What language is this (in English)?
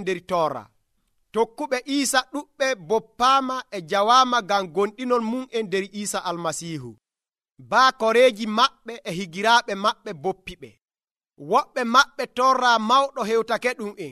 Nigerian Fulfulde